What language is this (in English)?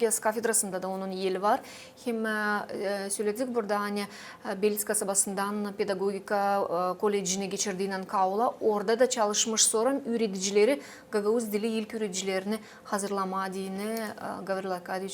Gagauz